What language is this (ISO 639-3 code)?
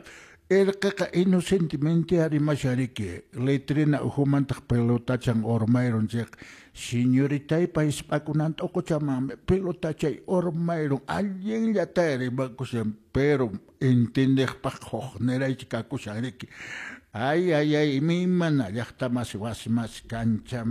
que